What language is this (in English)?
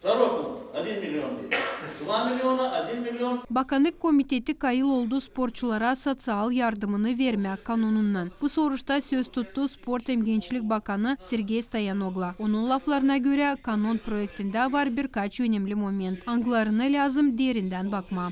Gagauz